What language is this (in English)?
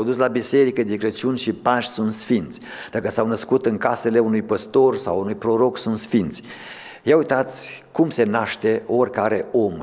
Romanian